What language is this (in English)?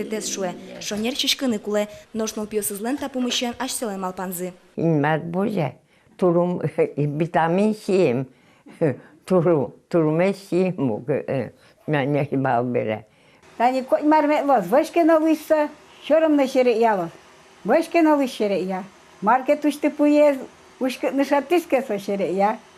Udmurt